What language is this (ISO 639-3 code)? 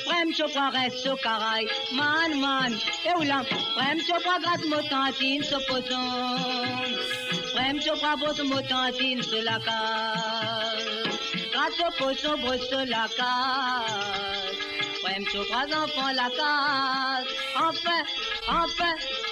mfe